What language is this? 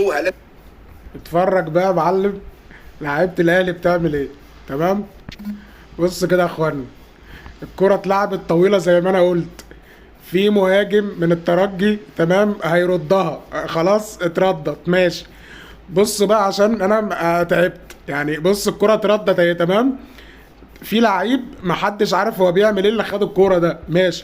Egyptian Arabic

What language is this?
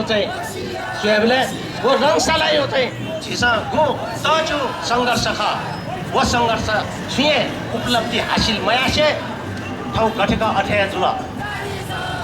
Newari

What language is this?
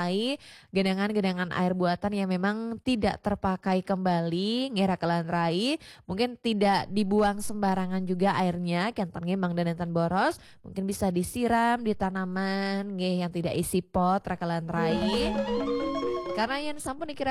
Balinese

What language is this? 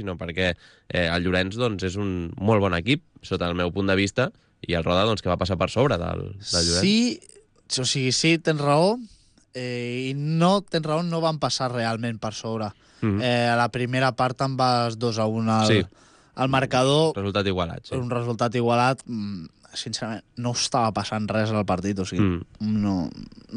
Catalan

